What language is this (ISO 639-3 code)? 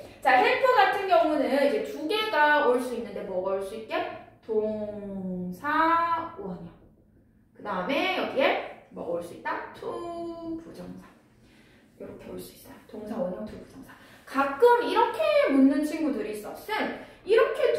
kor